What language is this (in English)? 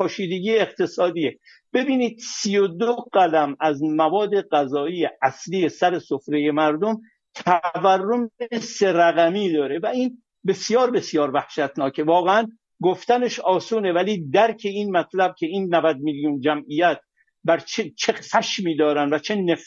Persian